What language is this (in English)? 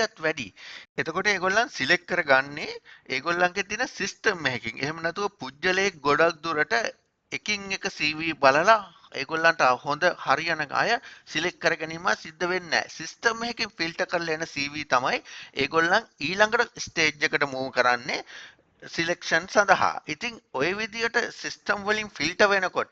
Sinhala